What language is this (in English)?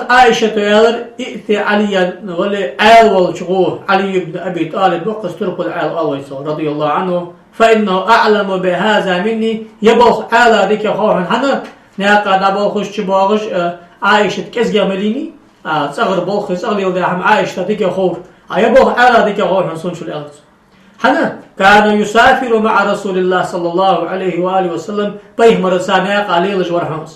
Ingush